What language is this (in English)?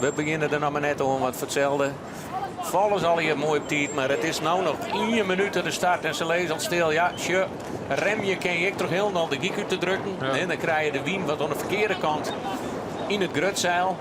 Western Frisian